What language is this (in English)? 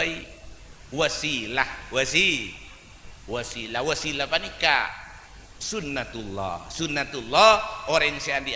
Madurese